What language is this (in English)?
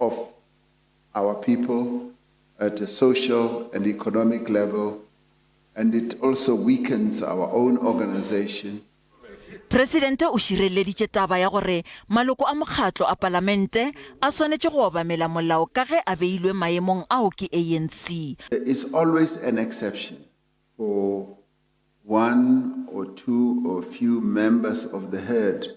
Northern Sotho